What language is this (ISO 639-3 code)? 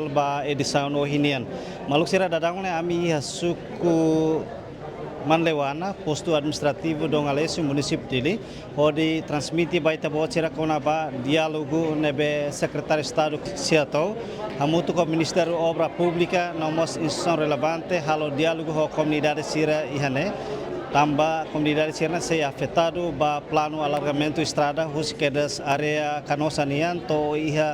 tet